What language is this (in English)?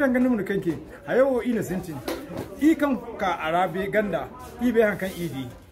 Zarma